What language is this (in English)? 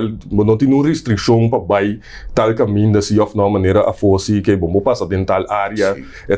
Papiamento